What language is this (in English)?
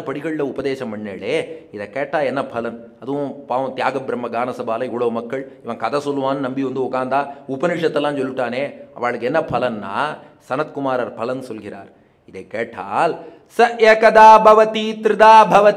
Tamil